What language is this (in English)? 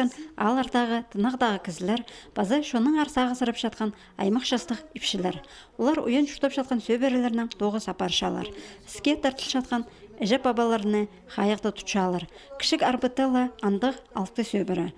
Khakas